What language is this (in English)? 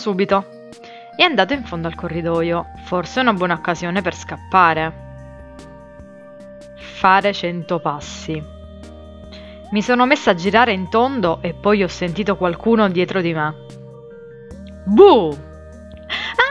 Italian